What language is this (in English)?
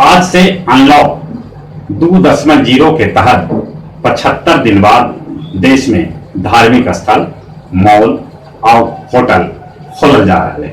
Magahi